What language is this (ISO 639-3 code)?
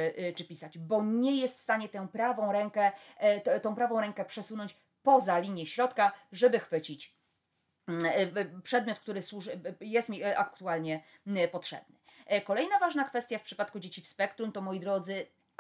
pol